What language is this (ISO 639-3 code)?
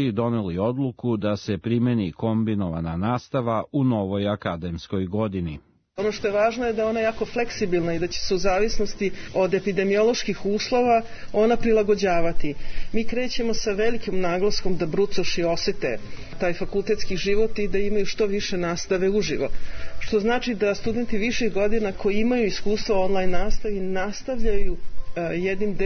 srp